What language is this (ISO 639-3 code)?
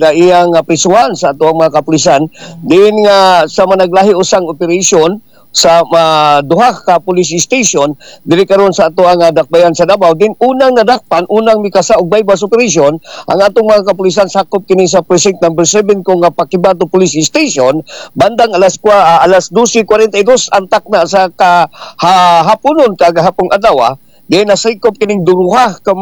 ceb